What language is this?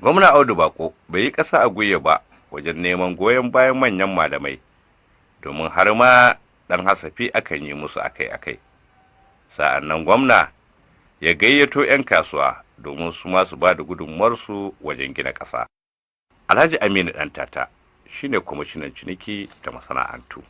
Hausa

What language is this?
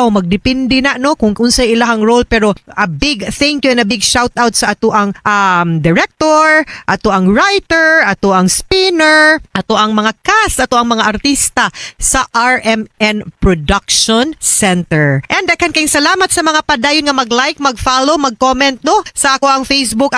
Cebuano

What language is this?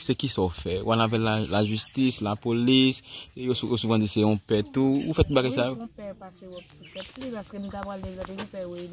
Haitian Creole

